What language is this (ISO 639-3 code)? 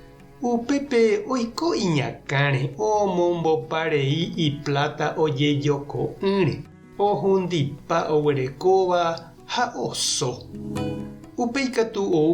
grn